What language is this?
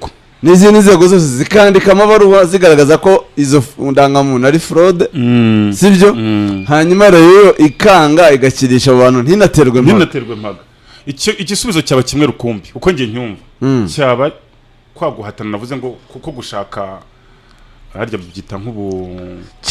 Kinyarwanda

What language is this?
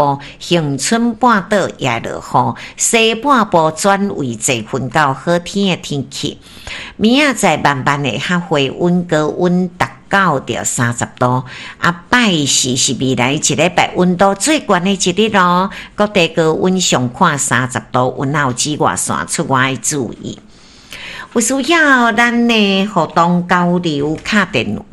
Min Nan Chinese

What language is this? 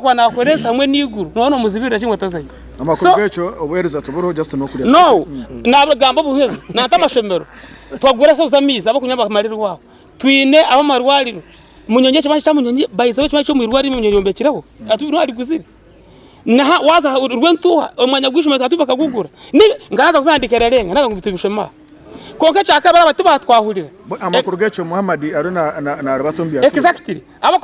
Nyankole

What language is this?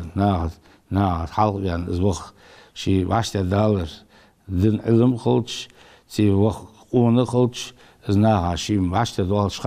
Ingush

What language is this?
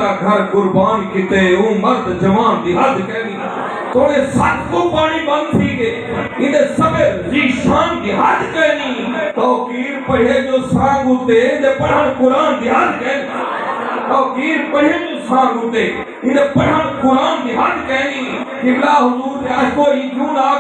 Saraiki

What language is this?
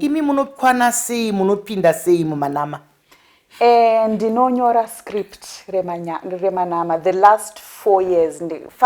Shona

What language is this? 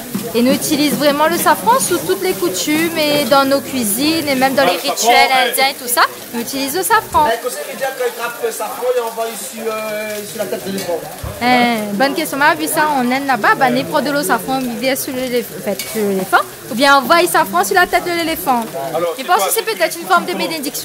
Réunion Creole French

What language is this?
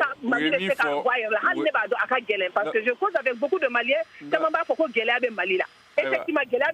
Bambara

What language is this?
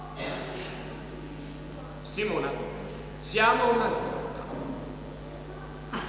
Italian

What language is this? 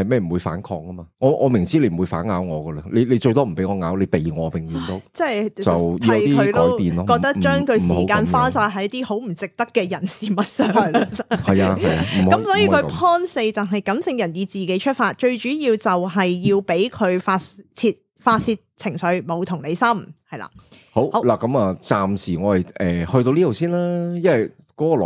Cantonese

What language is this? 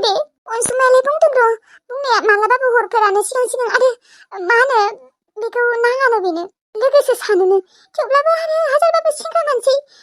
Bodo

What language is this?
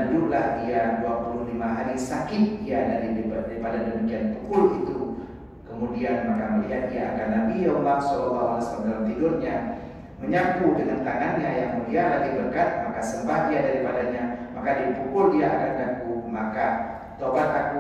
Indonesian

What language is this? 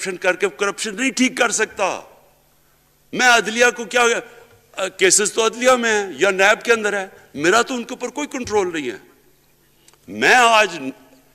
Urdu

